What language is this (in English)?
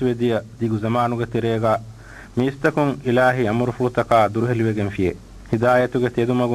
Divehi